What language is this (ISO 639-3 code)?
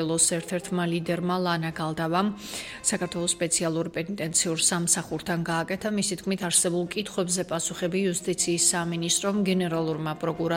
kat